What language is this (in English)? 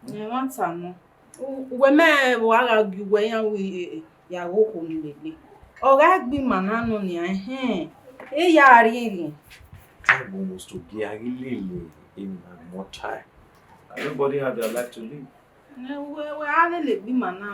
Bini